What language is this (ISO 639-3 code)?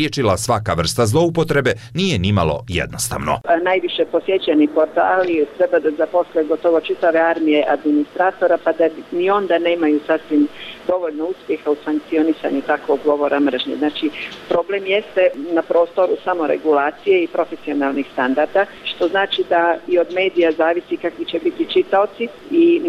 bos